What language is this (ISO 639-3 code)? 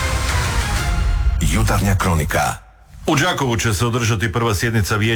hrv